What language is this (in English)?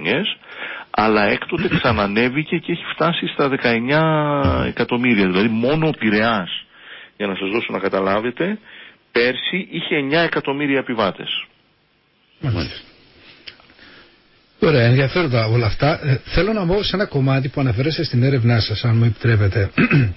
Greek